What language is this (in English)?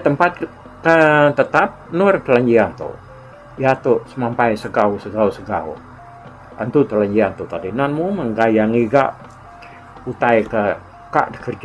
Iban